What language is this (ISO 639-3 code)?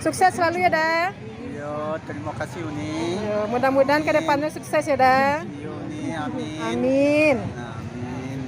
min